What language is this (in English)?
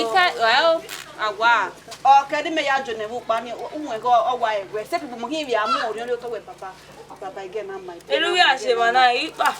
Bini